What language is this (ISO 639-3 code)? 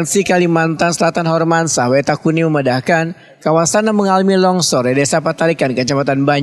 bjn